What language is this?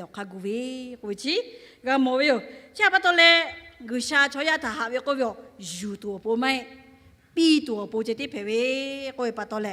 Lahu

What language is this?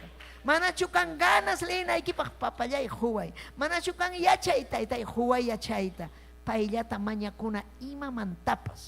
Ayacucho Quechua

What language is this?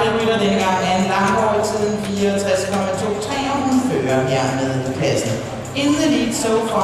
Danish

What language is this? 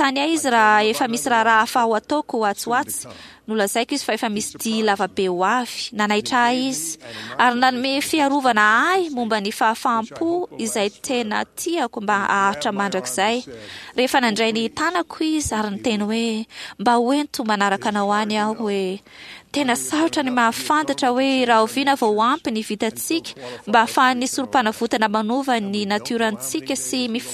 Malagasy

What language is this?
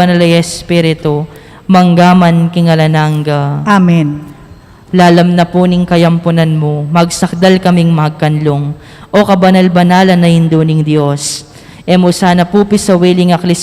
Pampanga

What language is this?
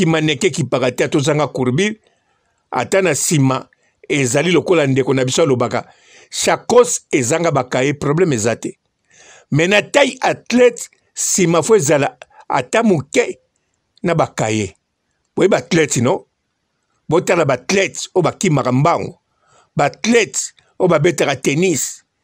Lingala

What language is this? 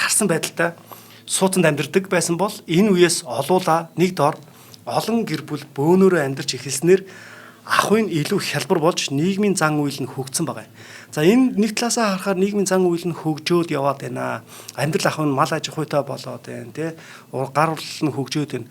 Mongolian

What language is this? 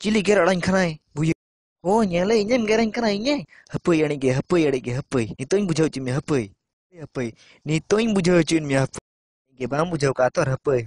Santali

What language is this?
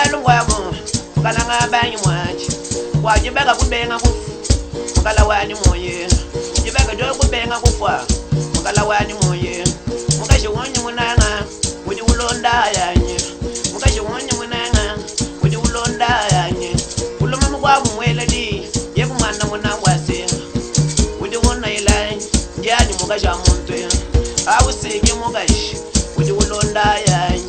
Luba-Lulua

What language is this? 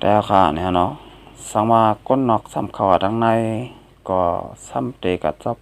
Shan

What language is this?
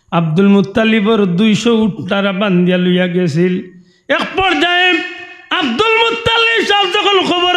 Sylheti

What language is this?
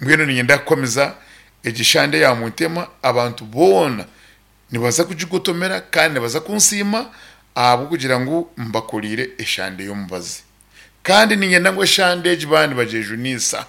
Nyankole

